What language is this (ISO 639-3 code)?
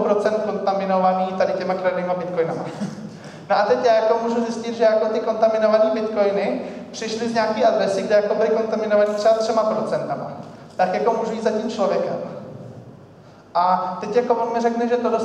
ces